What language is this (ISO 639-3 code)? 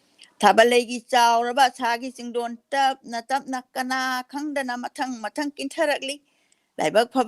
mni